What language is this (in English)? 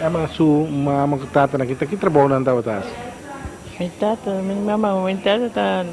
Papiamento